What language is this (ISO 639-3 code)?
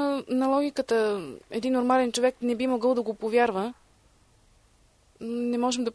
bul